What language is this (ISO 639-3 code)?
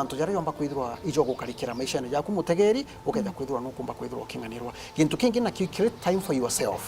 mer